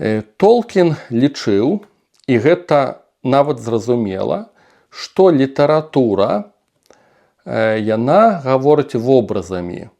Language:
Belarusian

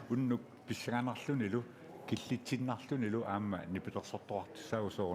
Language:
Kalaallisut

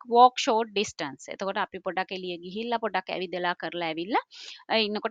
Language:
Sinhala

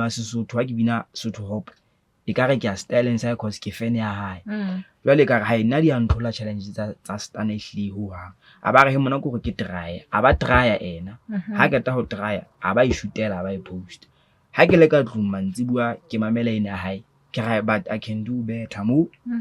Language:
Southern Sotho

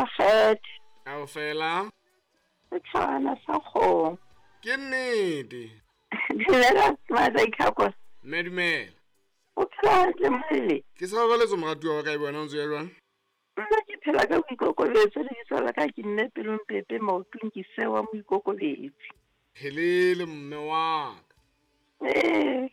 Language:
Southern Sotho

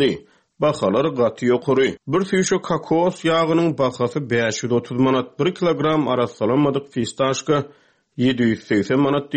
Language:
Turkmen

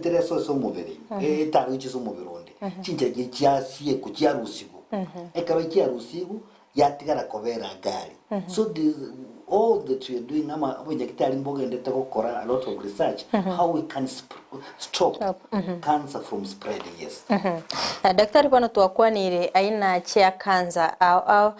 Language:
Gusii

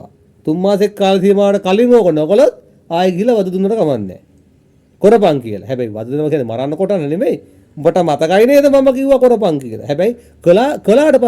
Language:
Sinhala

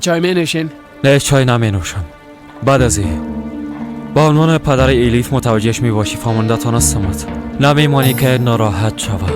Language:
Persian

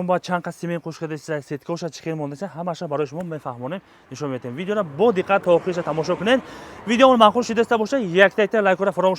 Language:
Tajik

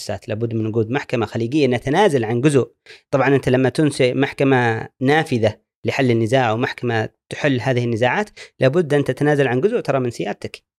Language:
Gulf Arabic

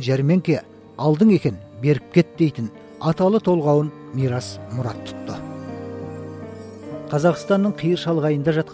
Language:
Kazakh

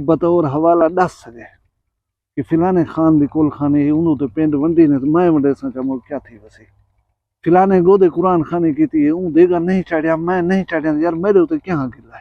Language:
Saraiki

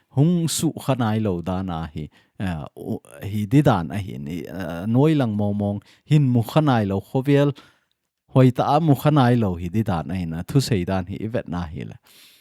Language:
Thado Chin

